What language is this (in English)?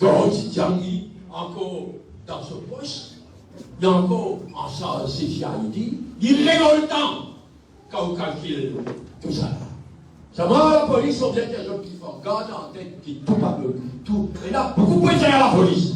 Morisyen